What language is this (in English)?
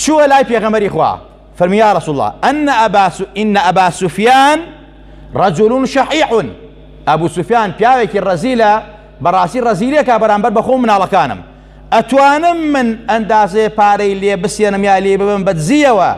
Central Kurdish